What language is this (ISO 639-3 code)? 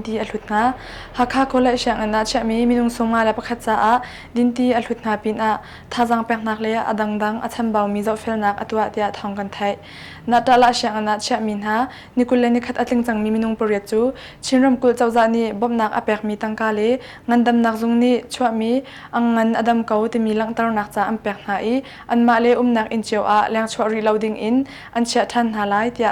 cnh